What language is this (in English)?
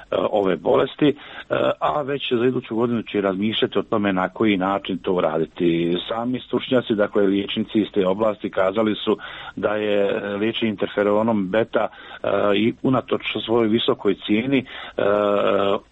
Croatian